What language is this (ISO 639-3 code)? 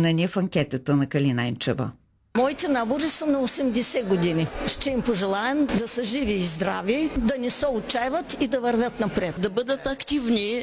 bul